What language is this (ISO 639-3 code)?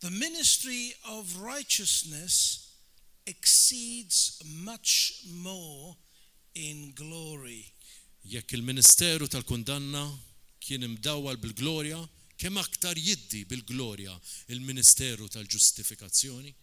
mlt